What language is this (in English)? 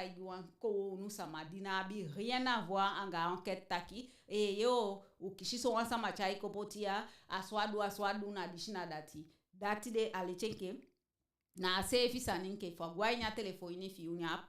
Eastern Maroon Creole